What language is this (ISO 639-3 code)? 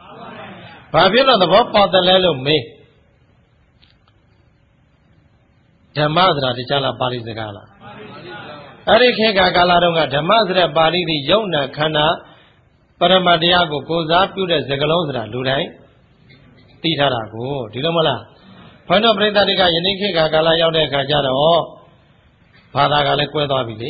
mya